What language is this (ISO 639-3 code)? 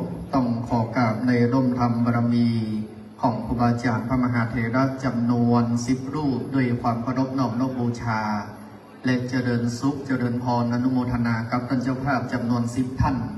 tha